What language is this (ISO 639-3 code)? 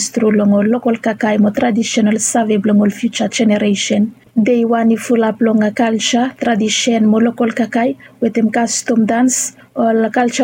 bis